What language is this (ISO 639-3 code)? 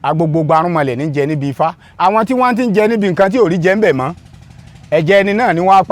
yor